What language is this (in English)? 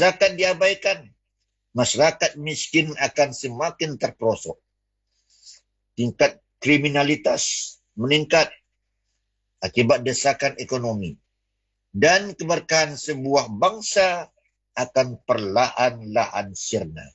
Indonesian